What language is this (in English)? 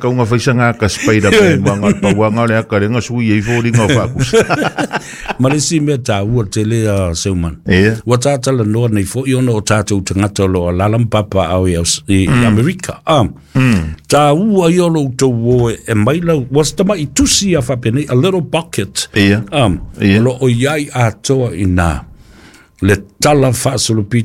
Samoan